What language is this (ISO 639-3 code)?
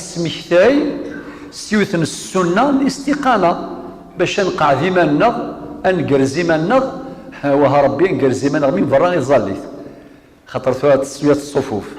kab